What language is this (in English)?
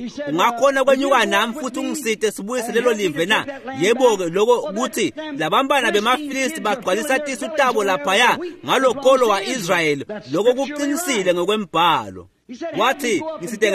Swati